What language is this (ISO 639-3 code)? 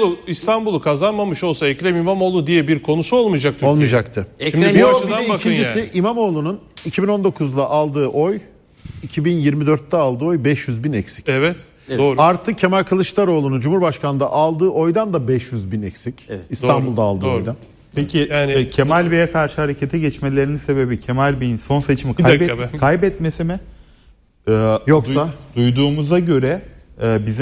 tur